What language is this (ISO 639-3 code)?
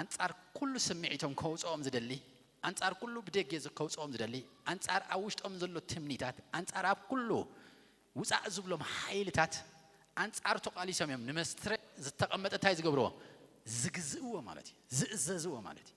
tir